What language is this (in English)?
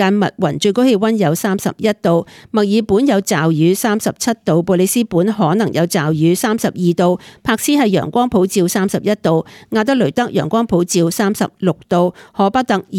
Cantonese